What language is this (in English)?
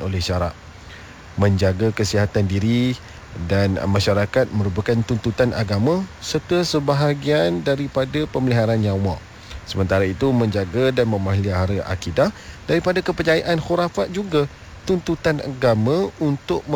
Malay